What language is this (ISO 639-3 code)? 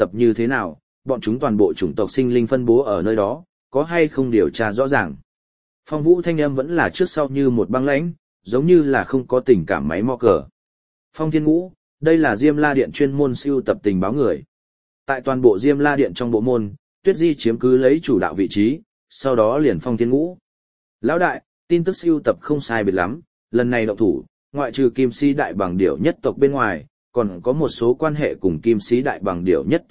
vie